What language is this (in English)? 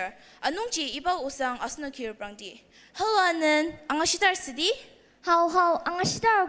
Ao Naga